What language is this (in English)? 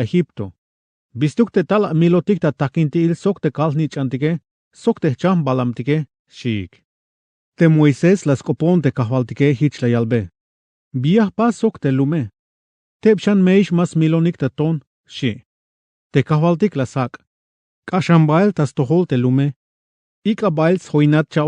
Tzeltal